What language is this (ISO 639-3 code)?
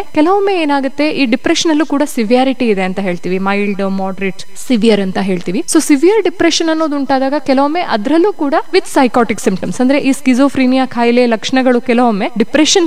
kan